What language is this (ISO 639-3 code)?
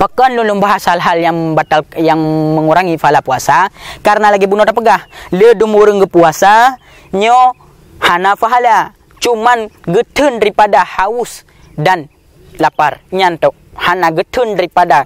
ace